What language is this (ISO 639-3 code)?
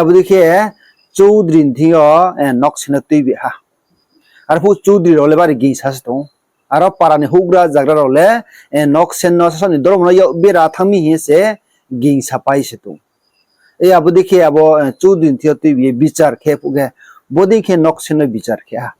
ria